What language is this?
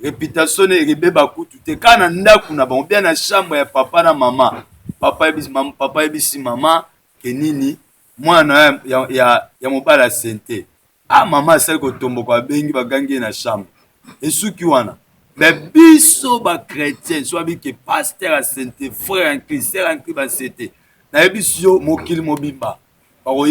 Lingala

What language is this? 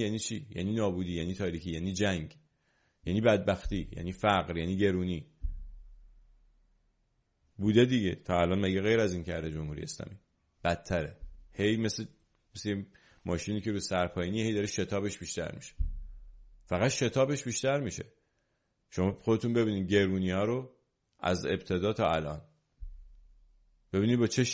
Persian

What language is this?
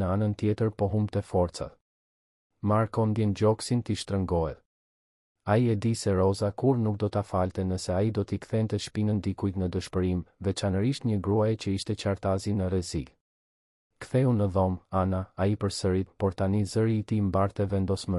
Albanian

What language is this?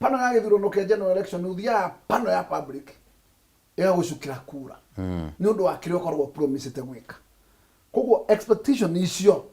Kikuyu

